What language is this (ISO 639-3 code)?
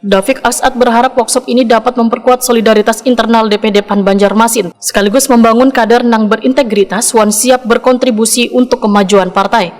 bjn